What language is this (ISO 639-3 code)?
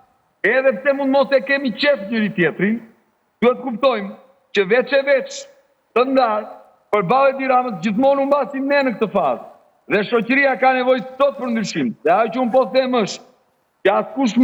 sqi